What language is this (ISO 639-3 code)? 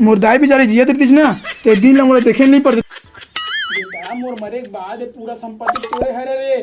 hne